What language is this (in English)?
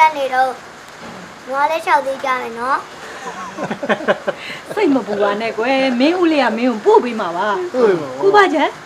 Burmese